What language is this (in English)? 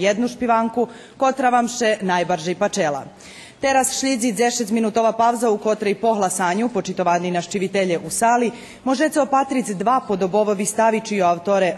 Rusyn